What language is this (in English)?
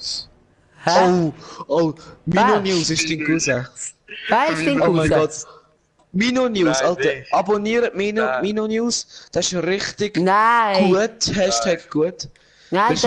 Swiss German